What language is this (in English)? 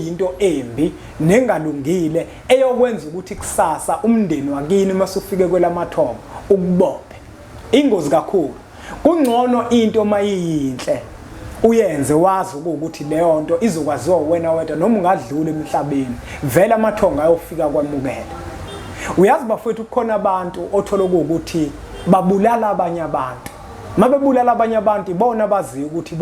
Zulu